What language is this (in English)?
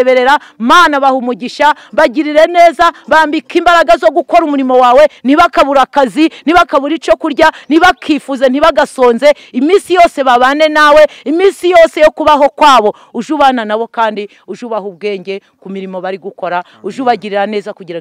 Kinyarwanda